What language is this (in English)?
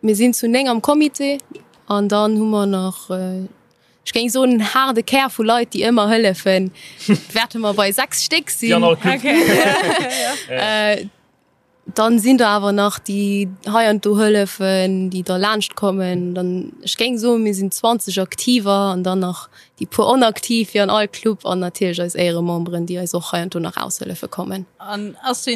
Luxembourgish